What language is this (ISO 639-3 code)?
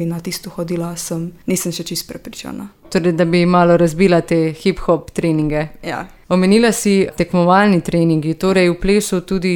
slv